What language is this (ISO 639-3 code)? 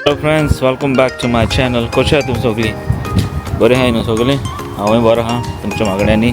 kok